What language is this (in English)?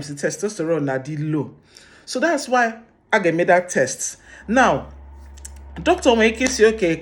Igbo